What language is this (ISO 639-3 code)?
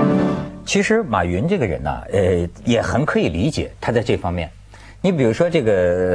zho